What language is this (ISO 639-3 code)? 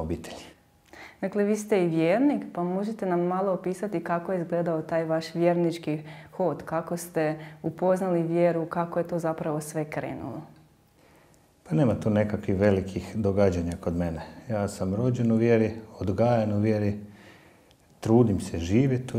hrv